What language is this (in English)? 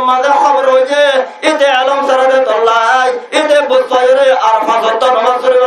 Rohingya